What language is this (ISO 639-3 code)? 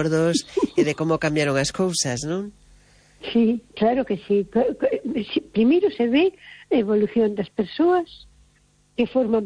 glg